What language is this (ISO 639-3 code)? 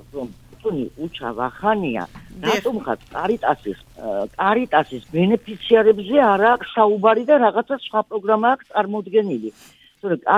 kat